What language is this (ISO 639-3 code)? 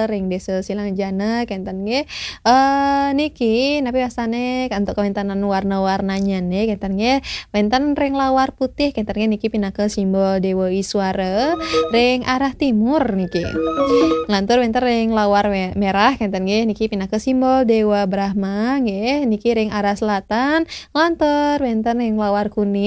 ban